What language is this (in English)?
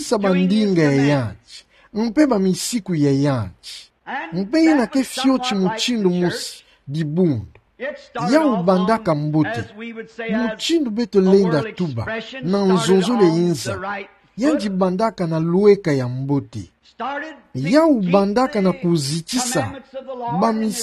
Kituba (Democratic Republic of Congo)